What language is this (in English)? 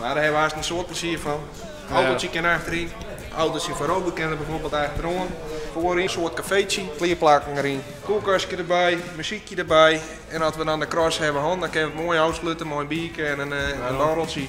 Western Frisian